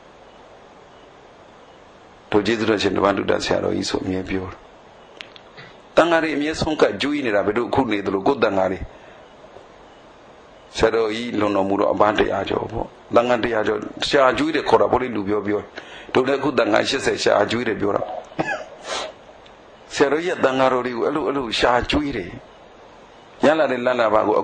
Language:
Burmese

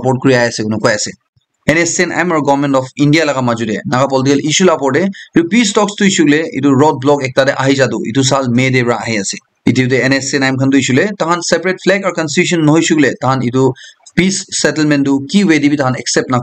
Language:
Naga Pidgin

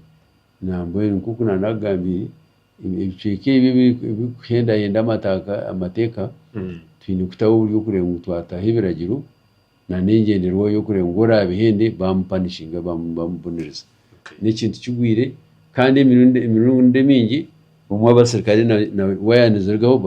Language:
Nyankole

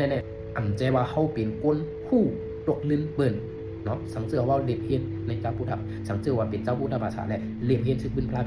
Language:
Shan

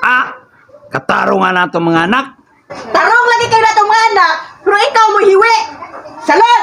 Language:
Cebuano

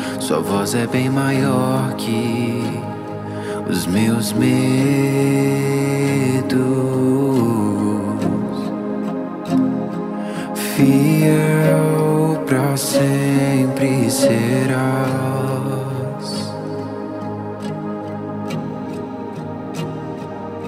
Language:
Portuguese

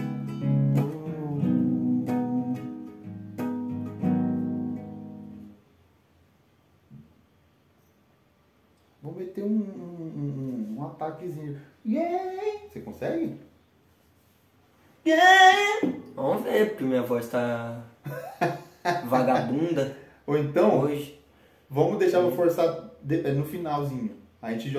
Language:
Portuguese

